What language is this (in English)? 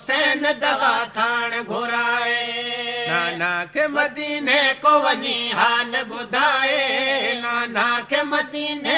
Sindhi